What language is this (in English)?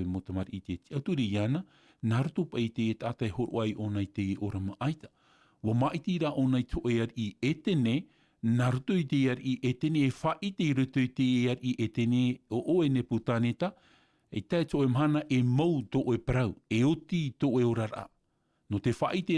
Tahitian